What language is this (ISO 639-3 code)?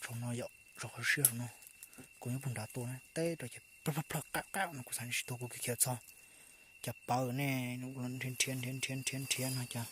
hmn